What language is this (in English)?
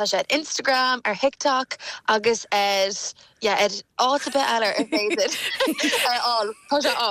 Irish